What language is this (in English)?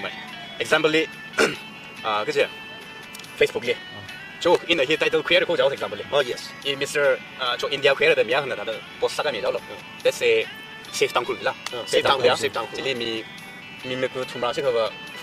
Tangkhul Naga (India)